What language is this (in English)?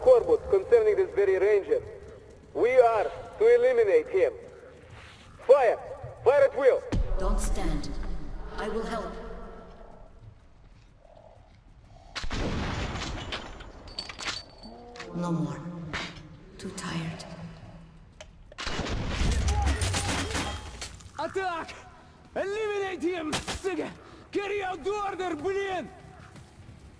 English